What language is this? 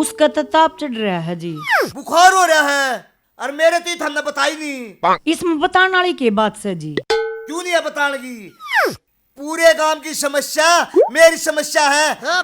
Haryanvi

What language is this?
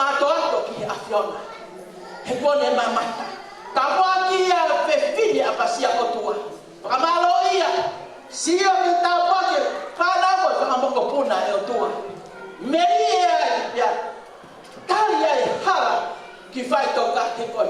Tongan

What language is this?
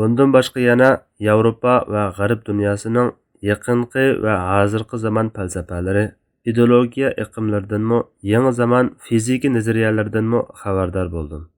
Uyghur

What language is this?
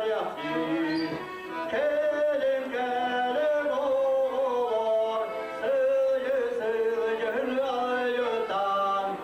Yakut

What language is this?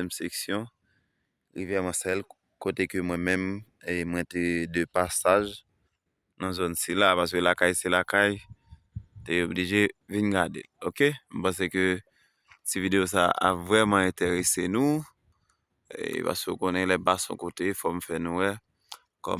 Haitian Creole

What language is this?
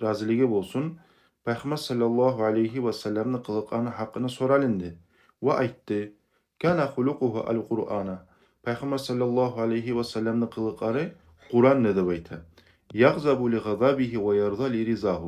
Kumyk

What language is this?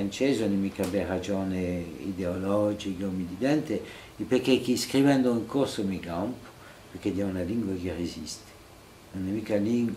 Corsican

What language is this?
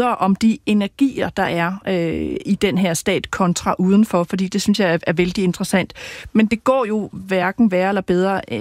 Danish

